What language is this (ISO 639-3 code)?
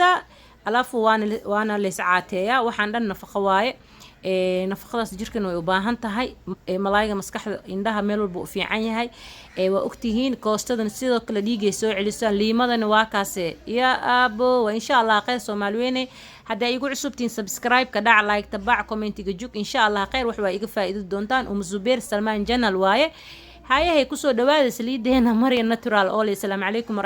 som